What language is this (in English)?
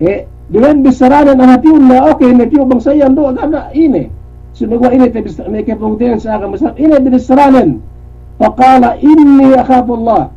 Yakan